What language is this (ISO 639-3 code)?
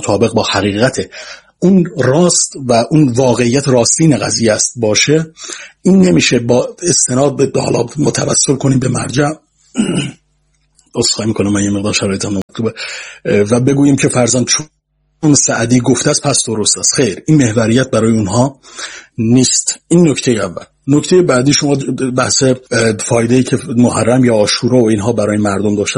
fas